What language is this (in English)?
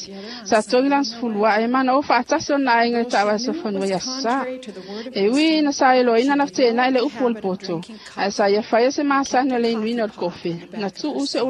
Samoan